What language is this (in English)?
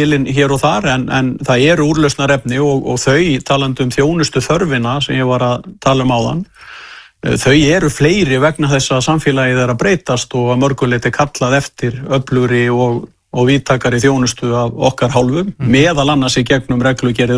Icelandic